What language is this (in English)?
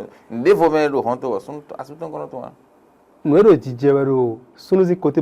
Fon